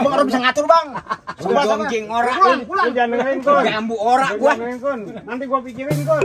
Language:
Betawi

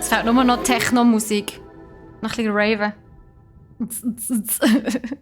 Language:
Swiss German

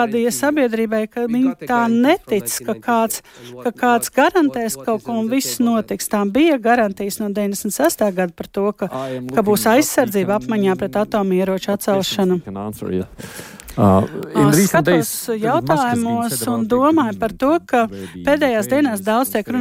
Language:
Latvian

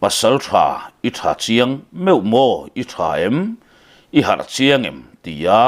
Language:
Mizo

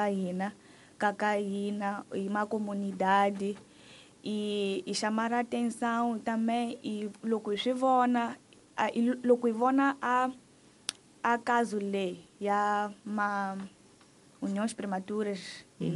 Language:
Tsonga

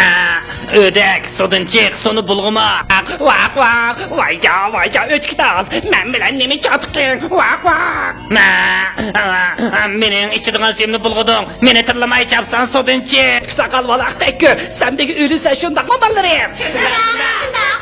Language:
Uyghur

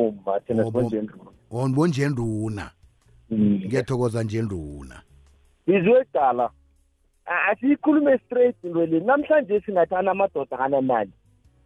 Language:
South Ndebele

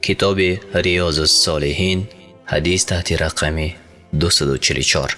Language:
Tajik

